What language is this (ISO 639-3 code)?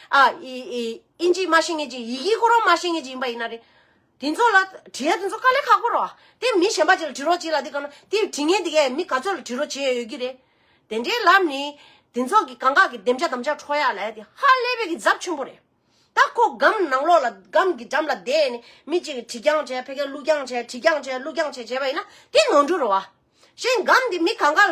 bod